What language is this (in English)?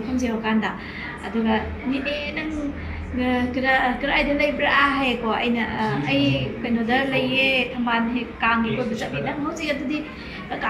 Manipuri